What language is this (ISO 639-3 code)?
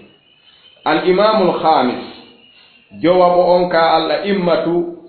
ful